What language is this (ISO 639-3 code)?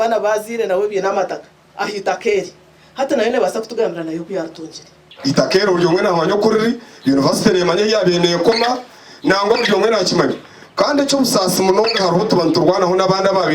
nyn